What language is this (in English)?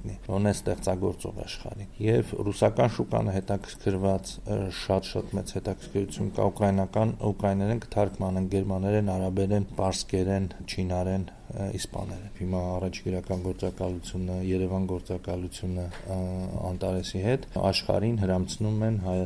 Armenian